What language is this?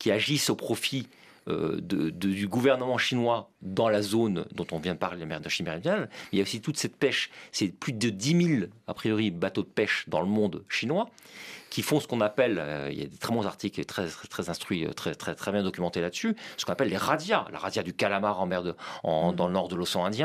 French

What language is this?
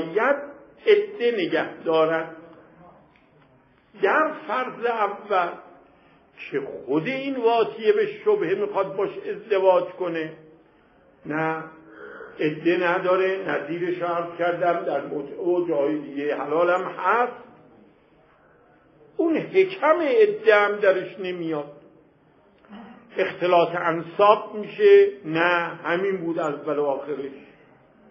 Persian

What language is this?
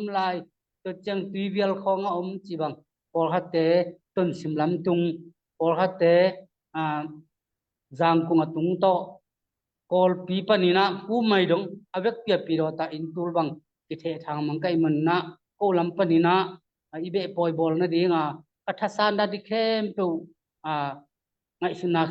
Tedim Chin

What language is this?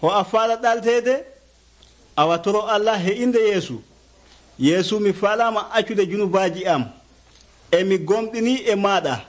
Nigerian Fulfulde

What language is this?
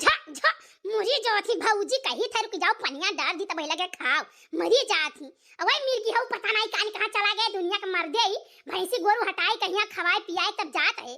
Awadhi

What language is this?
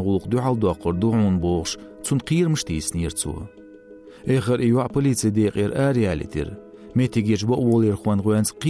Chechen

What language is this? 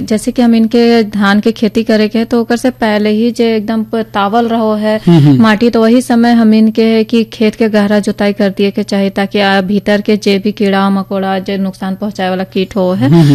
Bhojpuri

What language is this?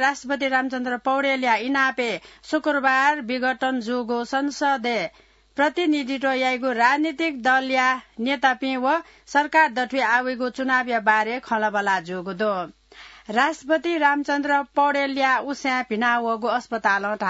Newari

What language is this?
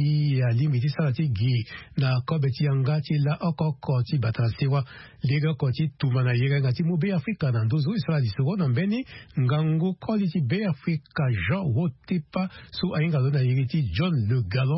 Sango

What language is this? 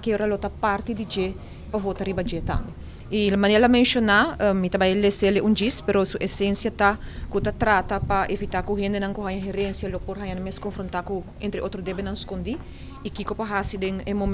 Papiamento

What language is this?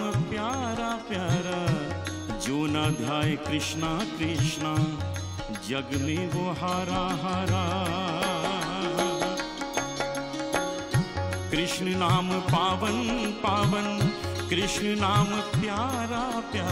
Hindi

